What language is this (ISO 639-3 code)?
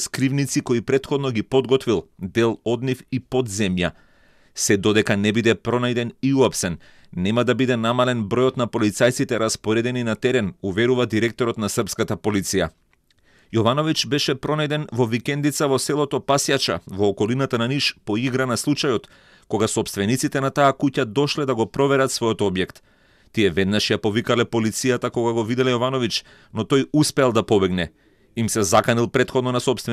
mkd